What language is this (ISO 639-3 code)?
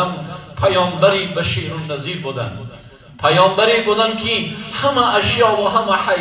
tgk